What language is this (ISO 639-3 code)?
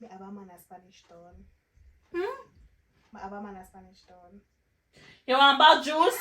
jam